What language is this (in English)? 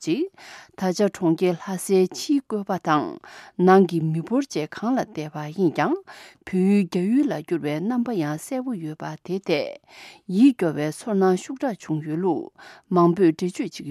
Tibetan